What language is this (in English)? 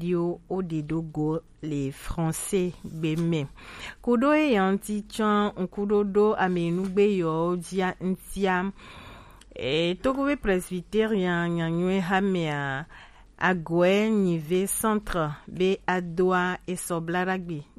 Gen